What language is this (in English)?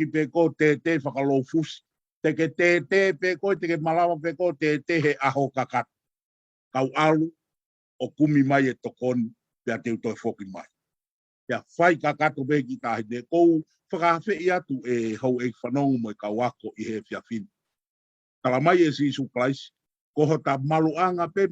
Tongan